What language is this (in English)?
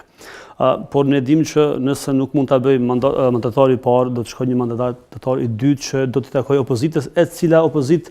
Albanian